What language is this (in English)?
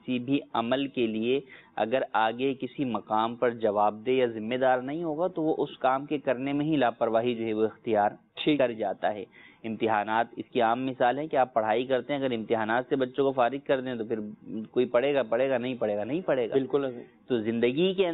Urdu